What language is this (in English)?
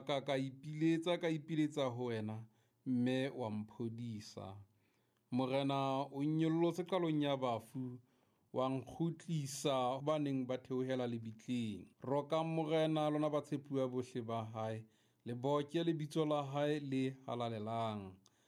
Southern Sotho